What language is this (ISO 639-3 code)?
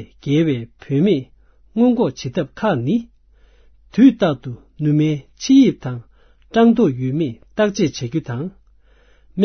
bod